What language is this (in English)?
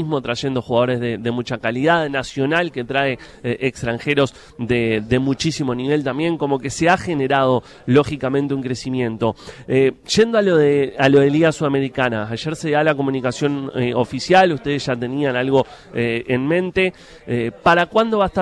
Spanish